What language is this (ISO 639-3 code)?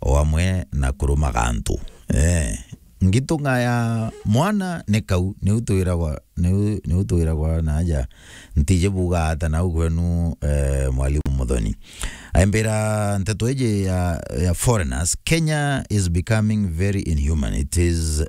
mer